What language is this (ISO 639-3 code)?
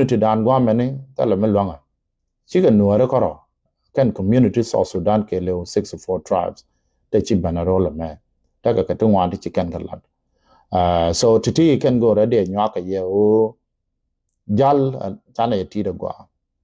nus